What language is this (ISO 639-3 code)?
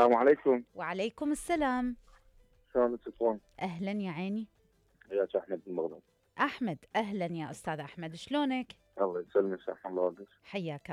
acm